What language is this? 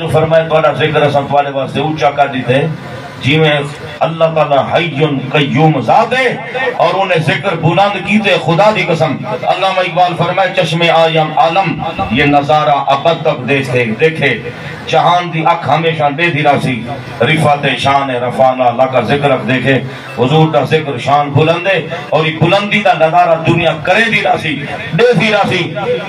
Saraiki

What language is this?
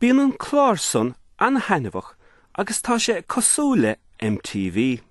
Irish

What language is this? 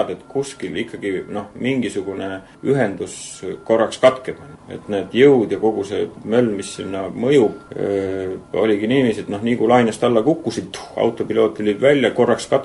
Estonian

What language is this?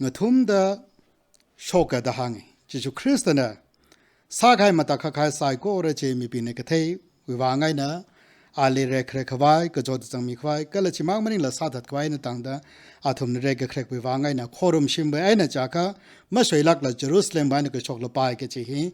Tangkhul Naga (India)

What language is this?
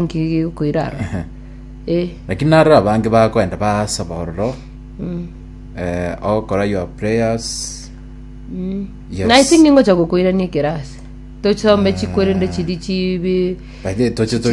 Gusii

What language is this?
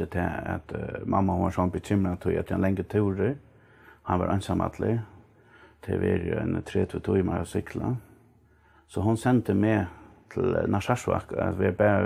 Faroese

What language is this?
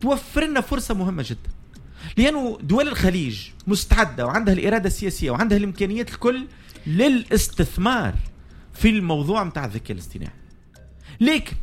Tunisian Arabic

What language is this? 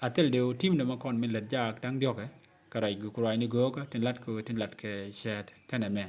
Nuer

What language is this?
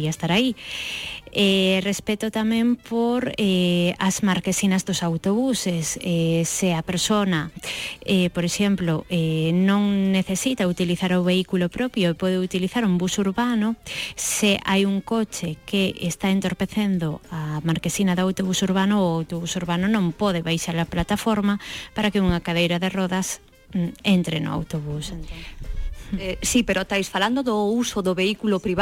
Galician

